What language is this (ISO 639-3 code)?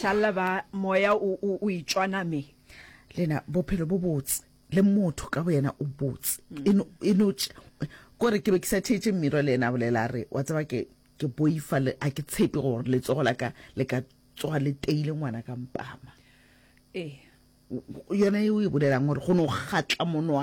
nso